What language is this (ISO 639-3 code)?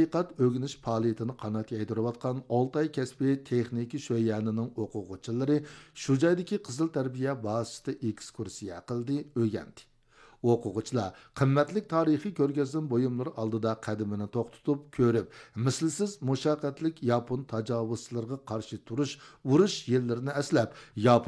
uig